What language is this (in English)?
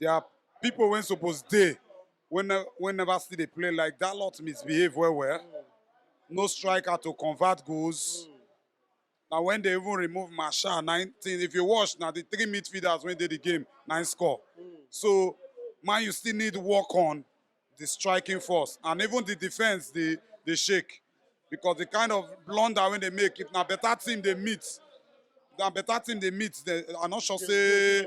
Nigerian Pidgin